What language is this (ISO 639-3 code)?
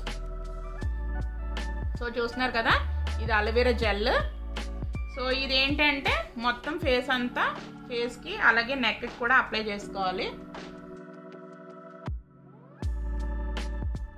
tel